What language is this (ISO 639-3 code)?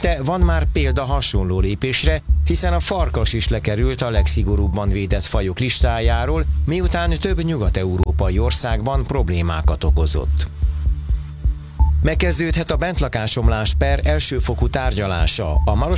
hun